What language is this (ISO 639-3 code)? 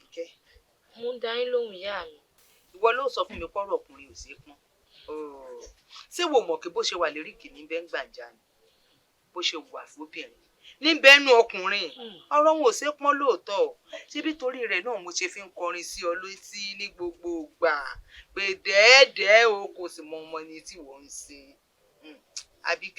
yor